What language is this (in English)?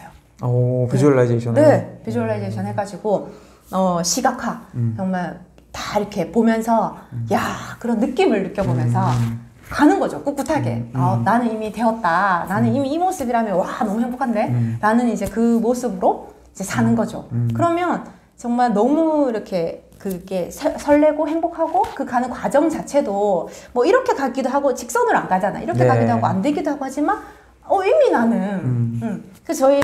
Korean